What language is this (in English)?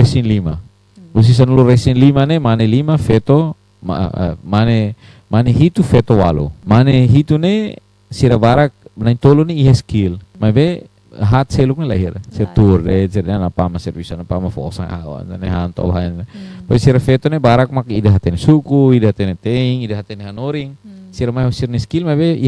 Tetum